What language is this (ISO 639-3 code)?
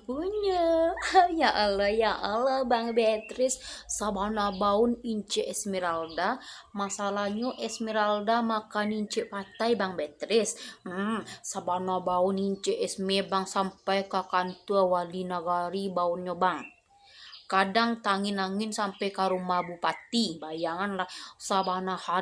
min